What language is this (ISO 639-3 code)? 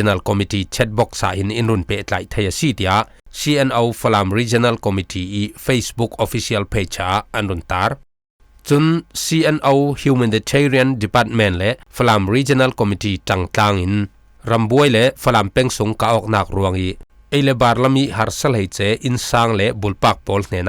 cfm